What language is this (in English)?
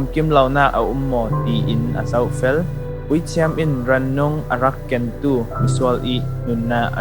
Falam Chin